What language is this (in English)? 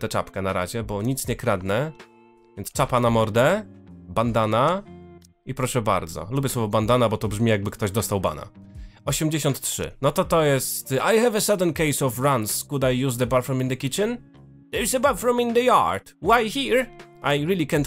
Polish